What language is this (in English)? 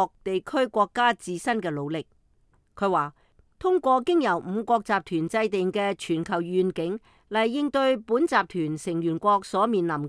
Cantonese